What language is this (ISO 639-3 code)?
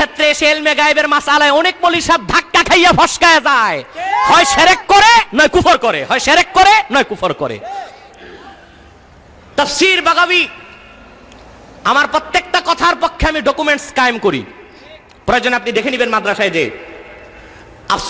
ben